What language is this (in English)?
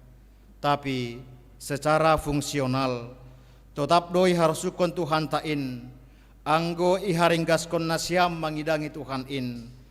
Batak Simalungun